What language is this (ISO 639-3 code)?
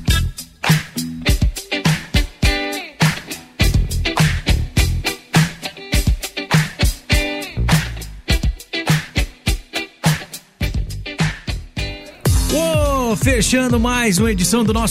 por